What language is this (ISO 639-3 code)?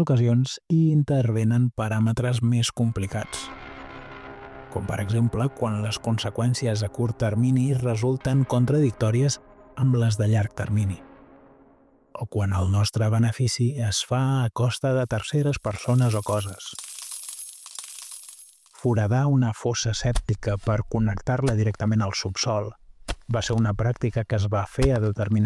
cat